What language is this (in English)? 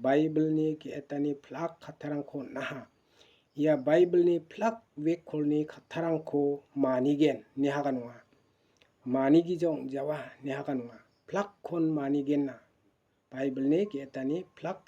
Garo